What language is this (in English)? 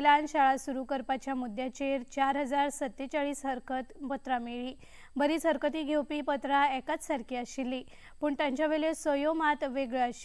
Konkani